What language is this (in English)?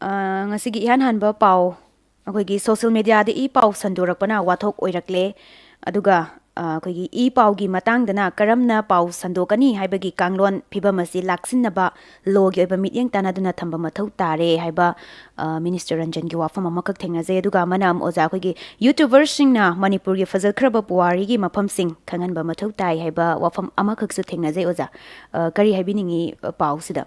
Manipuri